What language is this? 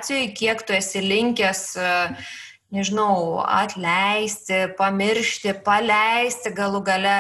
Lithuanian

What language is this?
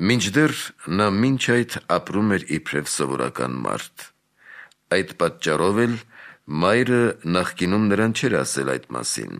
Armenian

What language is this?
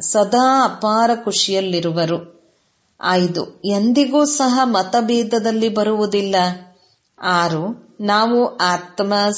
Kannada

